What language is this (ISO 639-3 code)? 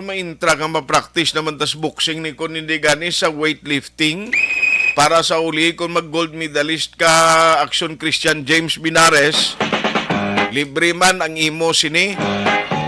hil